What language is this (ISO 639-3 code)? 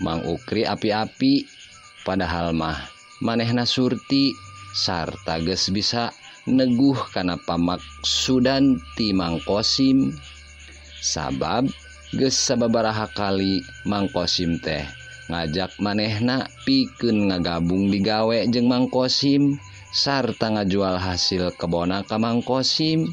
sun